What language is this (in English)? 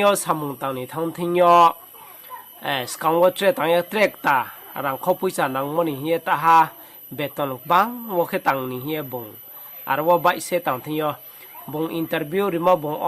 Riang (India)